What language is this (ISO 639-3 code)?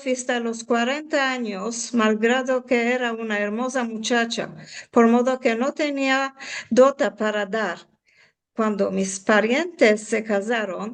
lad